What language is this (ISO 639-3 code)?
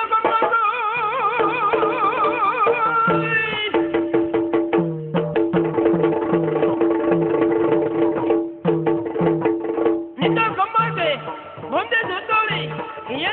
kan